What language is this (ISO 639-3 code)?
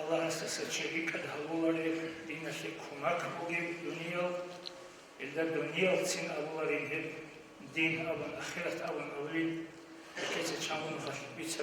ava